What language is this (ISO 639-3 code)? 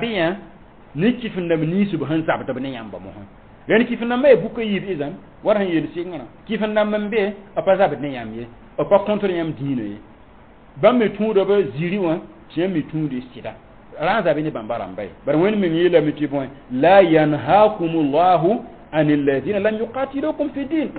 mos